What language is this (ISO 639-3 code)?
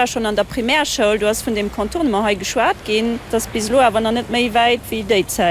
ltz